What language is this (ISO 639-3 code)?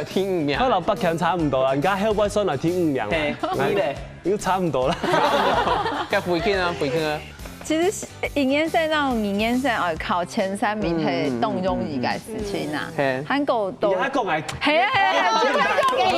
hak